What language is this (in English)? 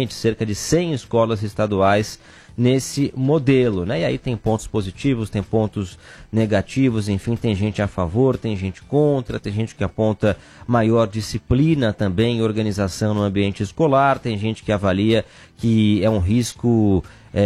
Portuguese